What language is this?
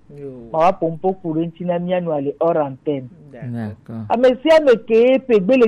Gen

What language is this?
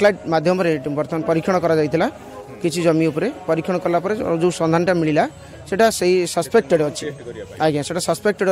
Odia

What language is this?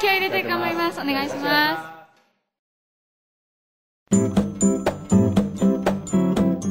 Japanese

